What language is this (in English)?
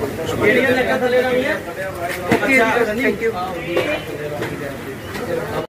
Punjabi